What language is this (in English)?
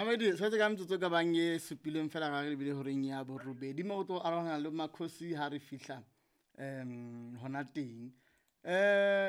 Southern Sotho